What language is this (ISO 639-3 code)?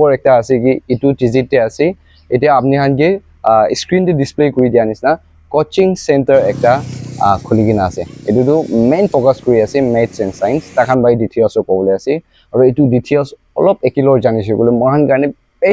nag